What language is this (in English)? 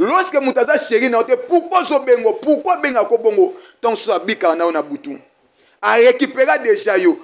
Lingala